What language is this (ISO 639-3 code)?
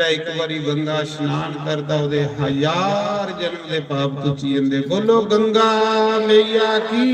doi